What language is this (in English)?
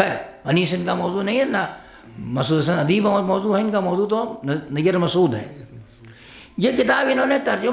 Urdu